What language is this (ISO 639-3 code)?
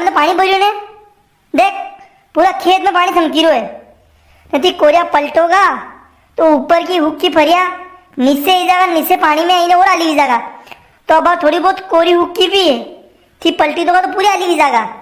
raj